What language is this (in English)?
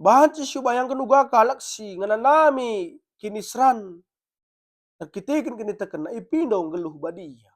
Batak Karo